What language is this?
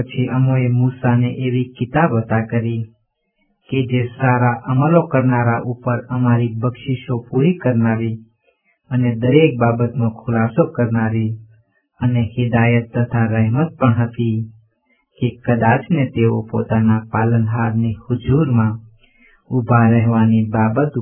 Gujarati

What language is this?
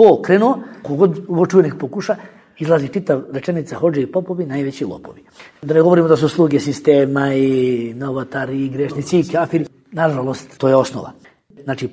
Bosnian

